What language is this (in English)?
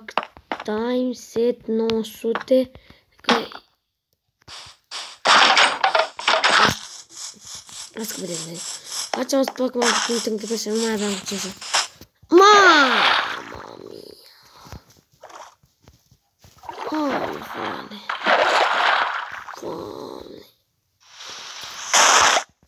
Romanian